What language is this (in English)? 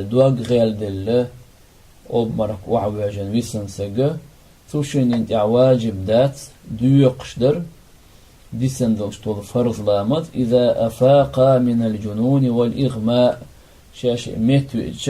Chechen